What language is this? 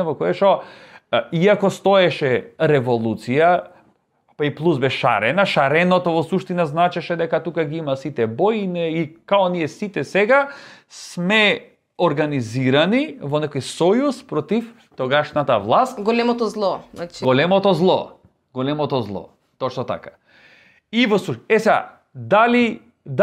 Macedonian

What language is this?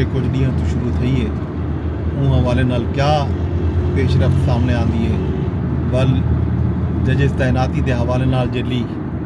Saraiki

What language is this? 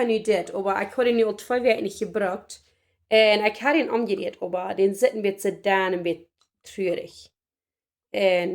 Plautdietsch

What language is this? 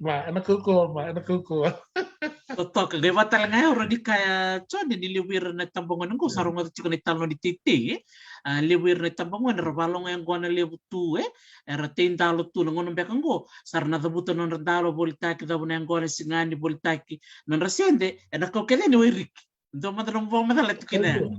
Fijian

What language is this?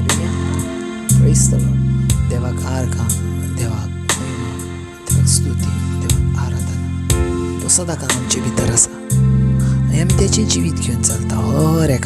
Konkani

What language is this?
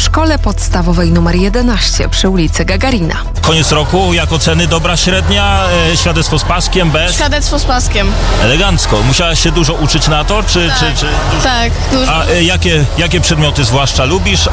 Polish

